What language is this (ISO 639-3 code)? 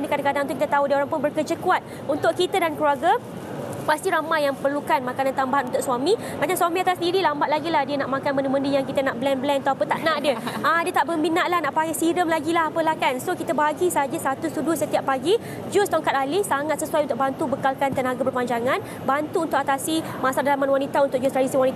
msa